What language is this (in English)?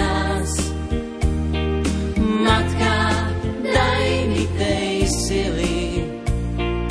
Slovak